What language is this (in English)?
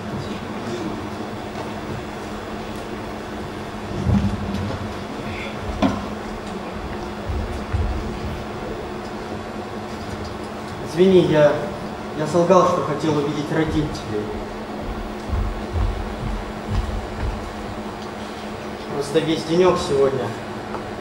Russian